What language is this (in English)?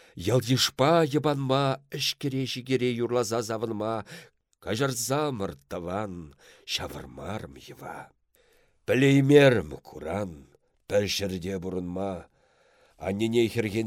Chuvash